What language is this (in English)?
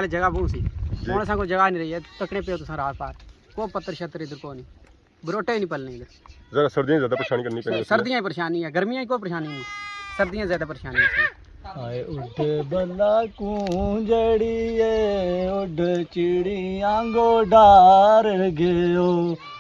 Pahari-Potwari